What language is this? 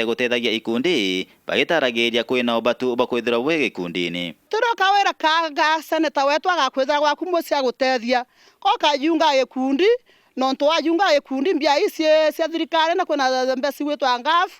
Meru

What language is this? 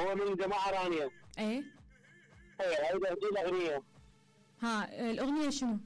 Mesopotamian Arabic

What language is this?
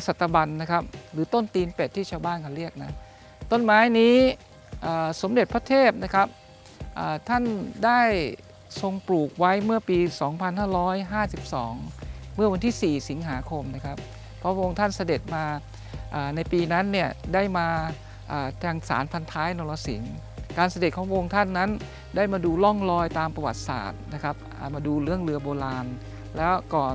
Thai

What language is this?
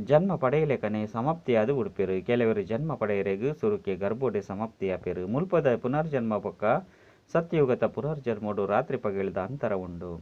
Tulu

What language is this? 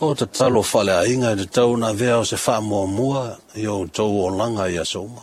Samoan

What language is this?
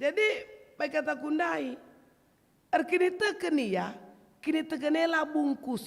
Batak Karo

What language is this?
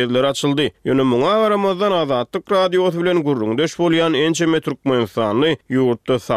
Turkmen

